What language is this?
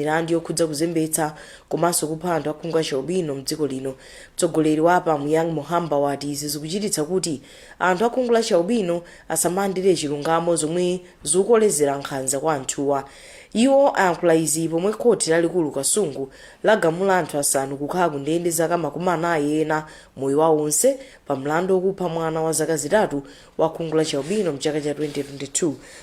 Nyanja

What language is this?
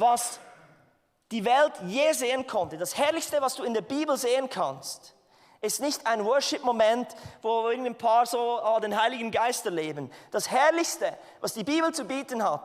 Swiss German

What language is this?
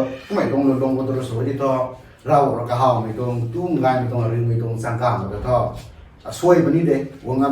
Rongmei Naga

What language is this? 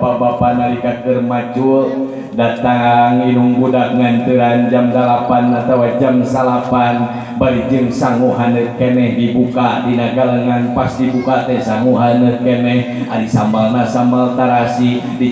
Sundanese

